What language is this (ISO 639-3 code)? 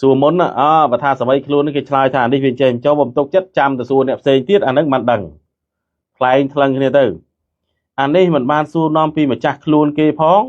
khm